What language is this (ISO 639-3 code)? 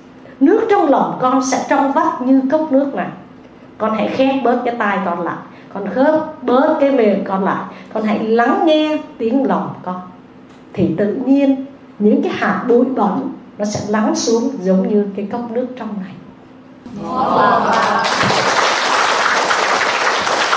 vie